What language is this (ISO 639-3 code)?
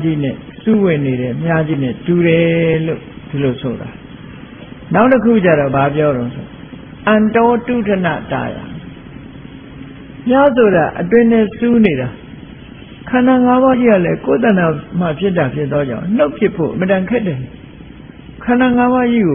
mya